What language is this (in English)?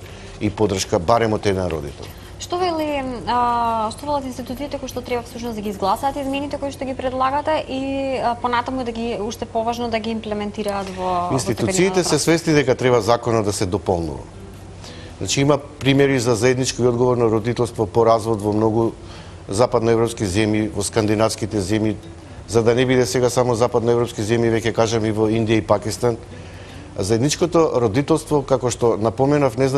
Macedonian